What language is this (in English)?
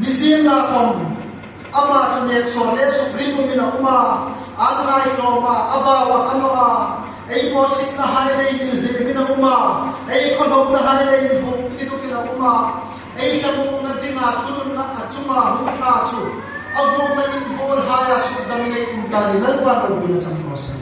Hmar